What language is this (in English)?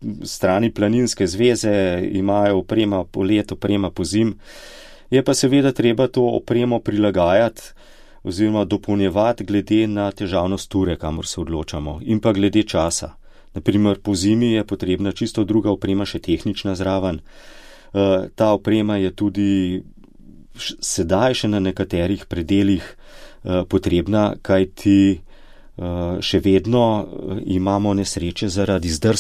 Slovenian